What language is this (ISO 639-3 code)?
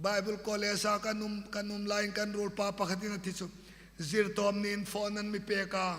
hmr